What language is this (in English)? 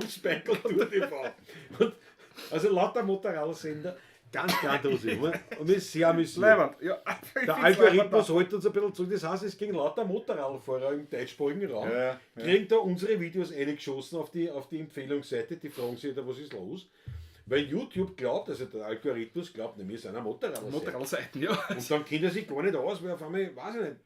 Bavarian